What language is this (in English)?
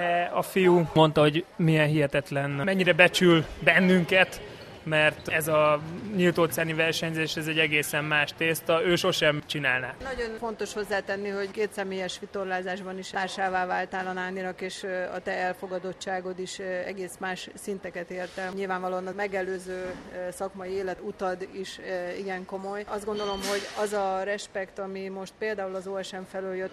Hungarian